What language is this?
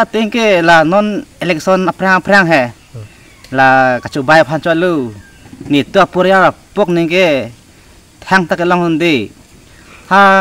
Karbi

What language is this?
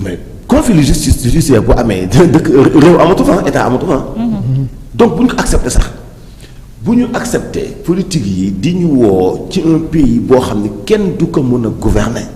Wolof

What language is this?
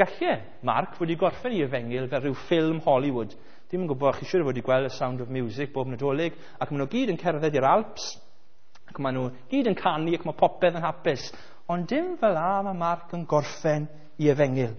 Welsh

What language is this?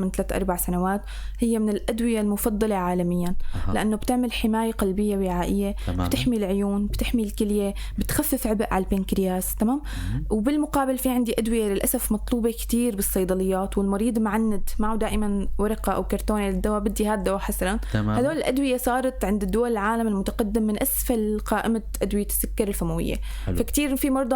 North Levantine Arabic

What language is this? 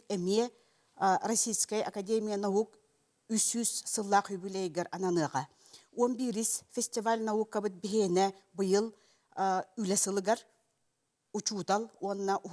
Yakut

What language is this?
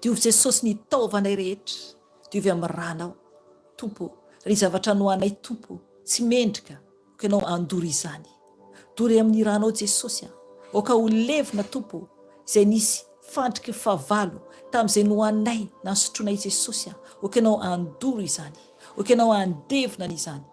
Malagasy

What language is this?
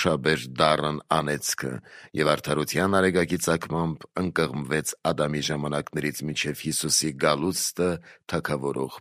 Armenian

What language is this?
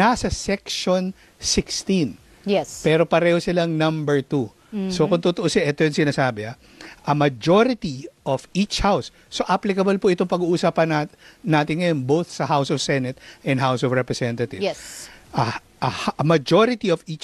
Filipino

